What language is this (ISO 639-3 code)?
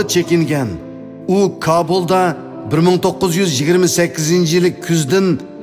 uig